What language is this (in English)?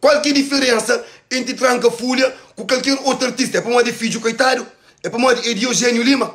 Kabuverdianu